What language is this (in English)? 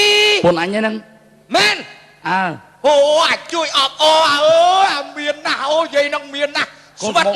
Khmer